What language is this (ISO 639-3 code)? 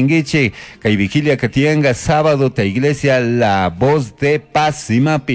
qug